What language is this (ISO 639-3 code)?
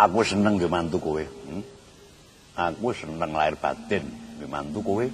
jav